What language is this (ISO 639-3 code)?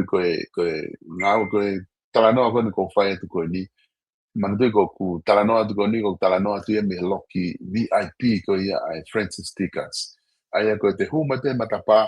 ton